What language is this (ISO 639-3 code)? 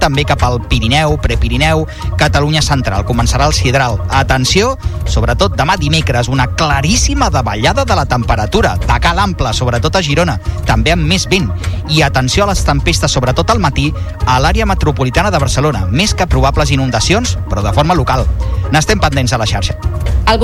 cat